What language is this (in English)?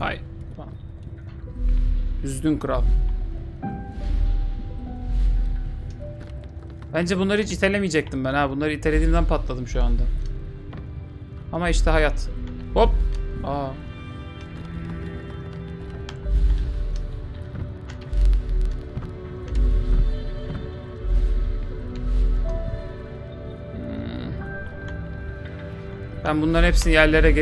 Turkish